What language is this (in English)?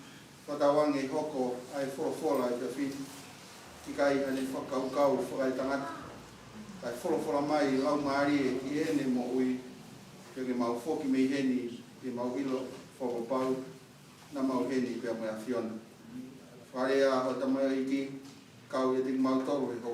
Tongan